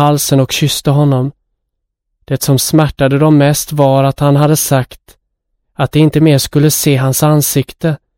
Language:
Swedish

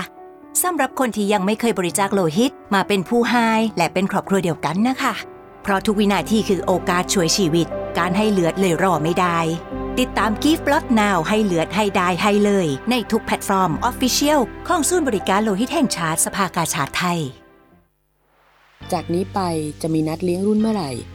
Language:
Thai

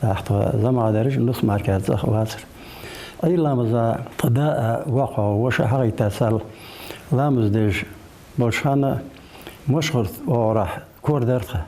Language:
Ingush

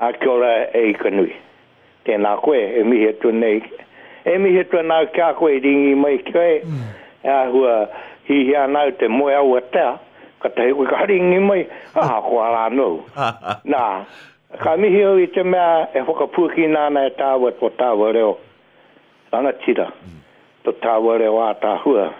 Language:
Māori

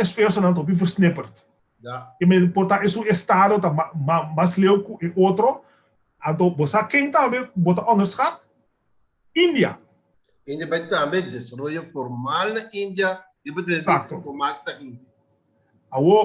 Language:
Papiamento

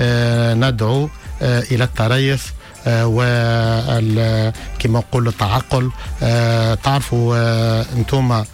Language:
Tunisian Arabic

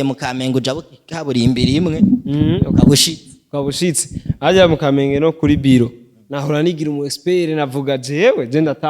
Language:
Rundi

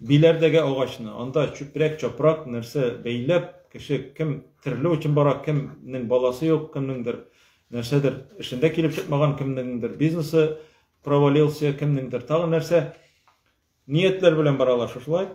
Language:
Tatar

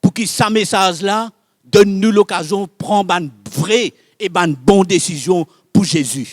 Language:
Morisyen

